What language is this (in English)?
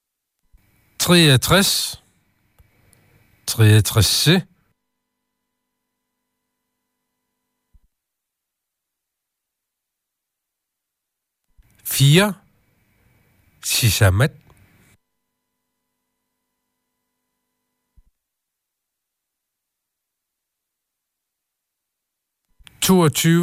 Danish